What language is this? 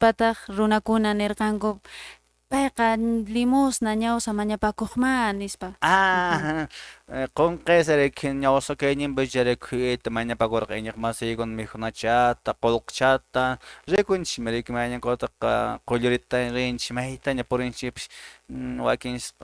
Quechua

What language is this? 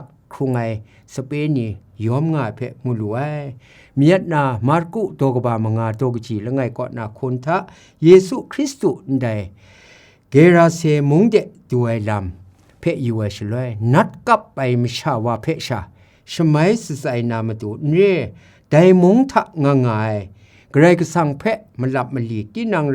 Kachin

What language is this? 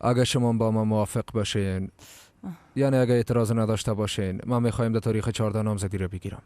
Persian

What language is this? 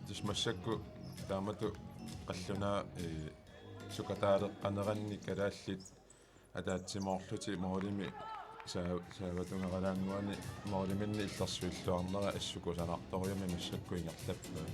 Kalaallisut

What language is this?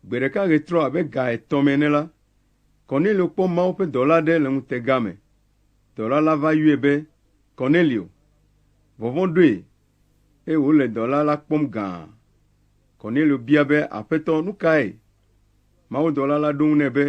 Ewe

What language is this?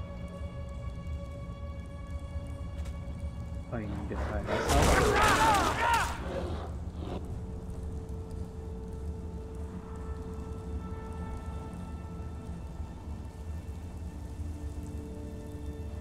Turkish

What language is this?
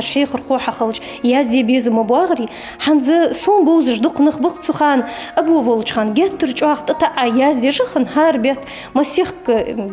Ingush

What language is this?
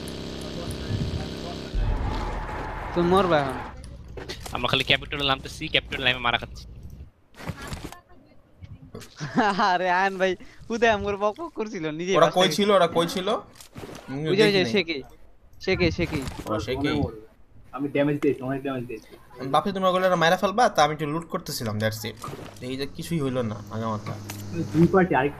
Bangla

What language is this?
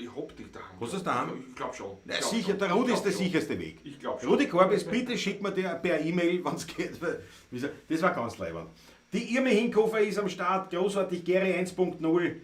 Bavarian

